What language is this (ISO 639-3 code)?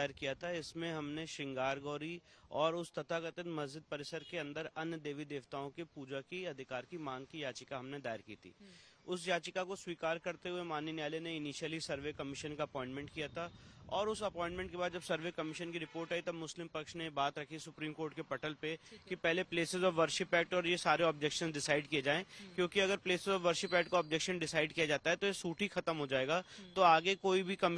hin